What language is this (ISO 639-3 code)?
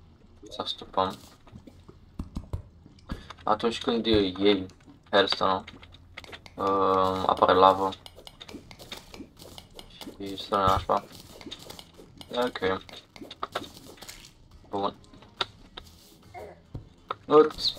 ron